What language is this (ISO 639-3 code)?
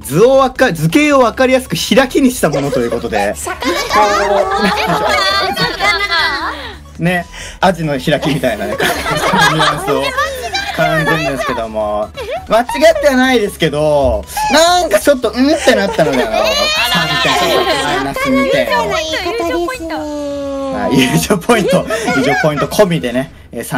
jpn